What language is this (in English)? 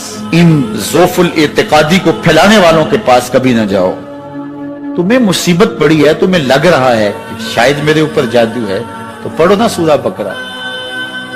Urdu